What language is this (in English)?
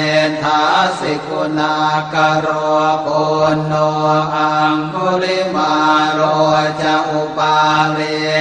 Pali